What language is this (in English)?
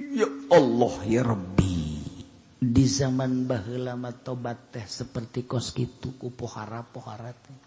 Sundanese